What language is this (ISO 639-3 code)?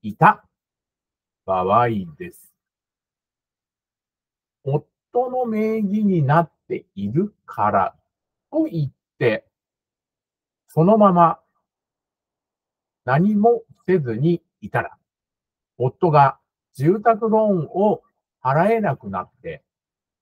jpn